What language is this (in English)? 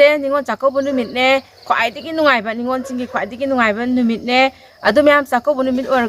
Manipuri